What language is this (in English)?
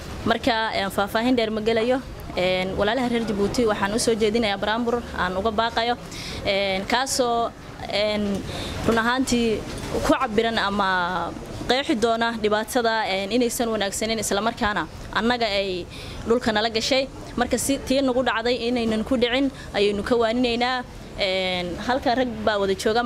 Somali